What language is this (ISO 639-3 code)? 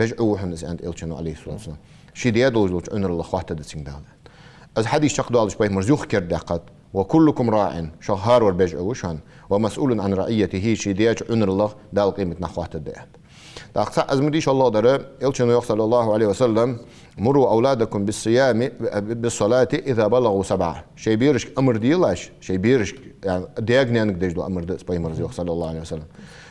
inh